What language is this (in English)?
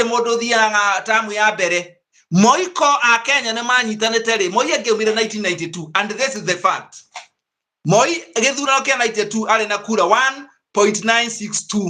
Kikuyu